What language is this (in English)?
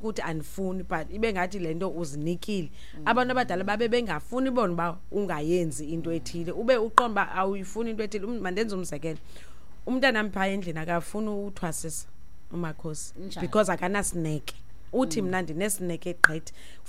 Xhosa